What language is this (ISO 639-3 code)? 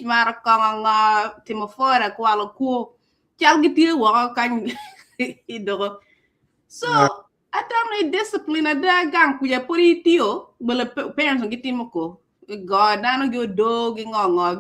ach